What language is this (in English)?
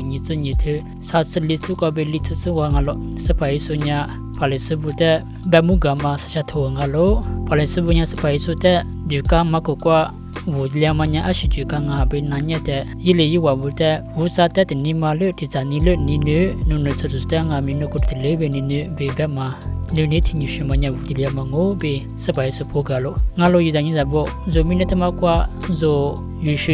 Lisu